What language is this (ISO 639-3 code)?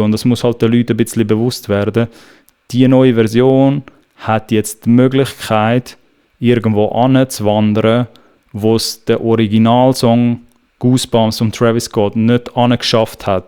gsw